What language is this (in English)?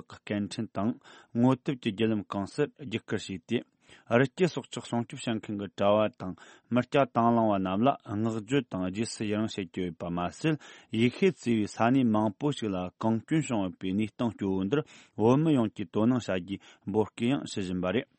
Tibetan